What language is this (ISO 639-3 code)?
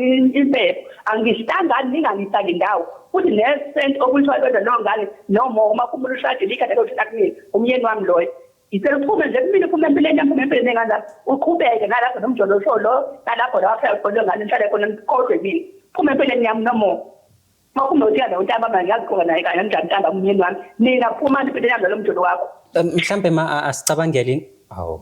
zul